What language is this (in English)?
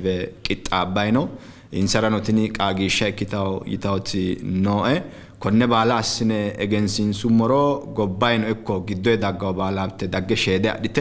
Sidamo